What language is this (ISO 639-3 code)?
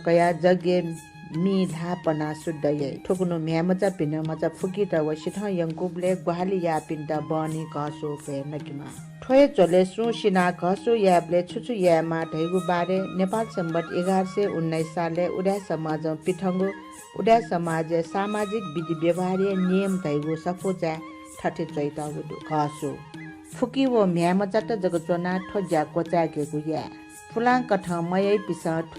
new